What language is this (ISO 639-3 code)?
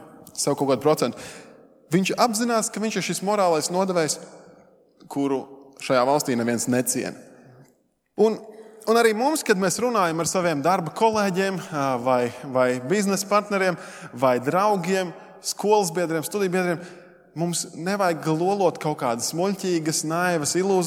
lav